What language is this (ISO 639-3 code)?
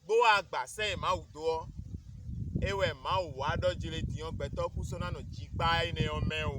fon